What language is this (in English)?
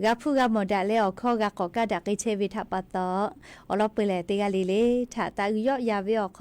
Lahu